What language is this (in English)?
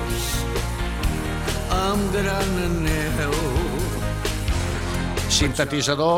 Catalan